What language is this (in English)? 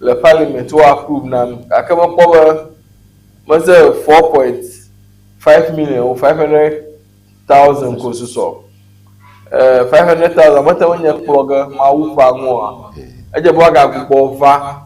Ewe